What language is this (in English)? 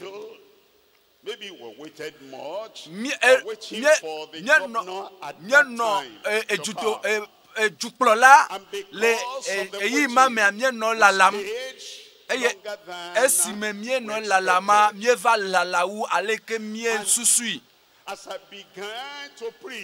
Ewe